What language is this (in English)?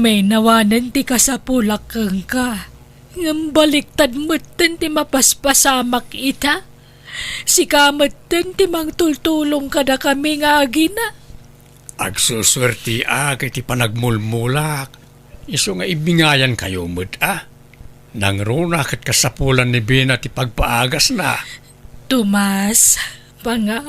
Iloko